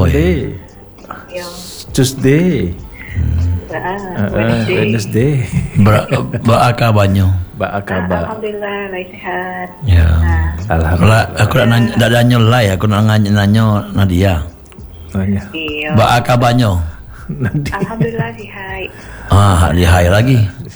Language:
Indonesian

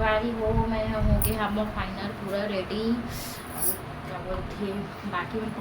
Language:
Chhattisgarhi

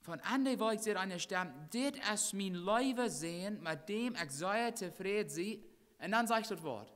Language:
Plautdietsch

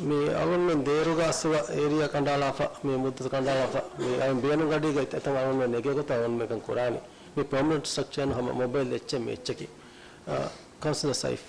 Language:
Divehi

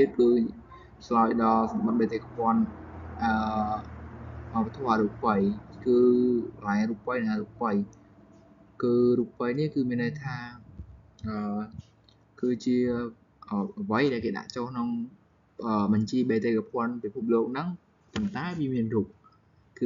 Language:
Khmer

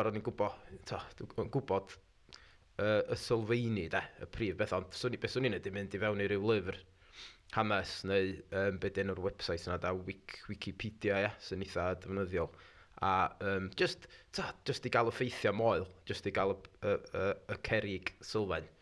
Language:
Welsh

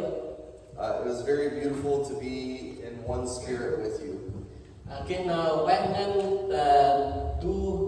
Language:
Central Mnong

